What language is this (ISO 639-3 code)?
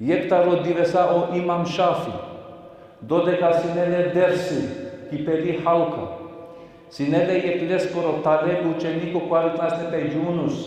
rmn